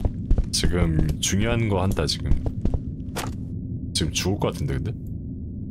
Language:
Korean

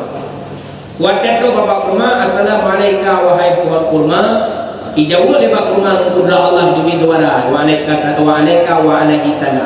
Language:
Achinese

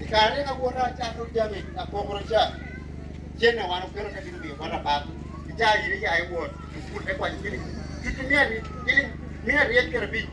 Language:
Lango (Uganda)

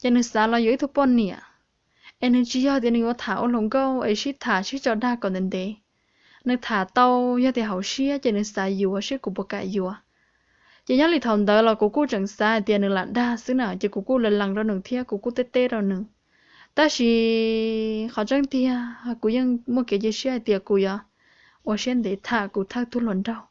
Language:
Hmong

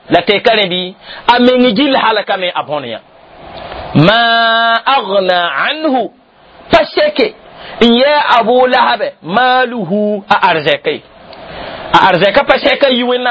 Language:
Mossi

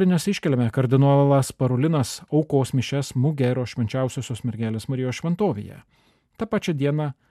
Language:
Lithuanian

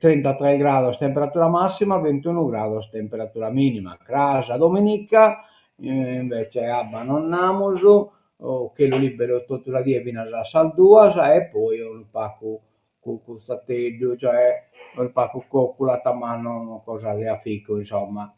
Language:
Sardinian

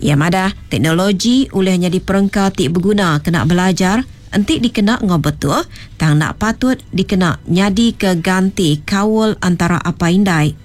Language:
Iban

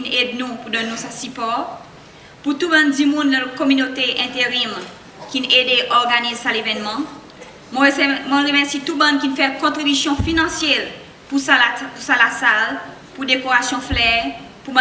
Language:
Seselwa Creole French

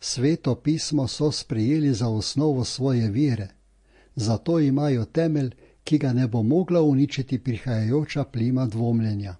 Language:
Slovenian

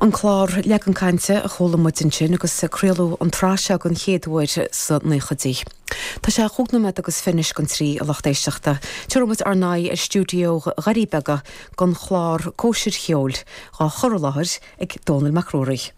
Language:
Irish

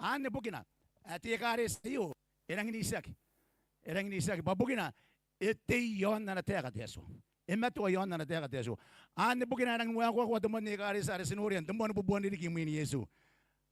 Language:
Gilbertese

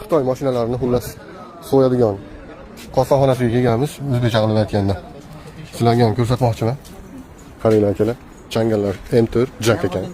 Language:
Uzbek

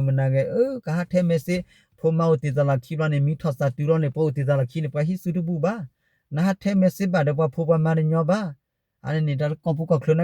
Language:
S'gaw Karen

